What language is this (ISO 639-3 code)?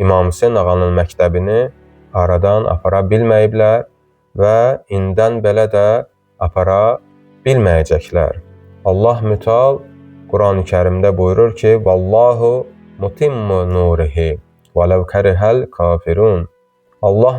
aze